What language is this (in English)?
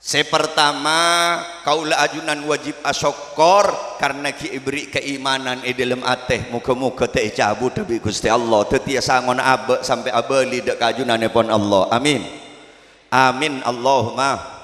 Madurese